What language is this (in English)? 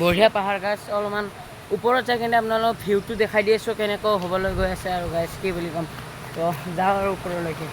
Assamese